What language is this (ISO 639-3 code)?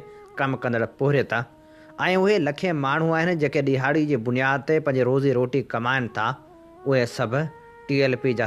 snd